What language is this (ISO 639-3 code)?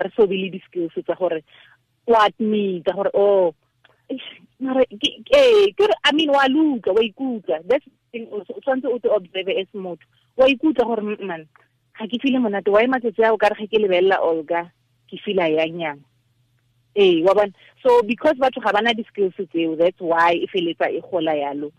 tsn